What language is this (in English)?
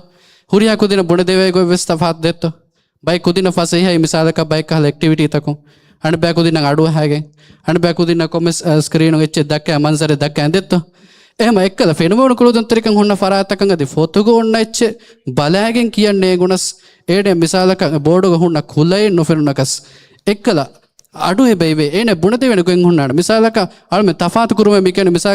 Divehi